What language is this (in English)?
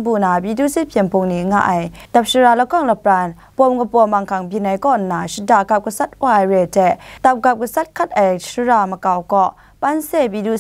Kachin